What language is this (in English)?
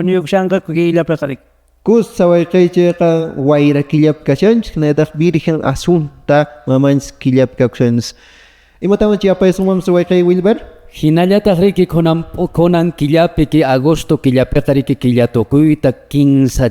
Quechua